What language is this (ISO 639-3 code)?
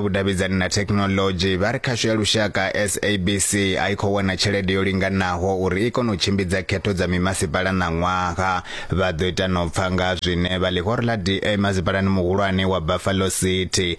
ven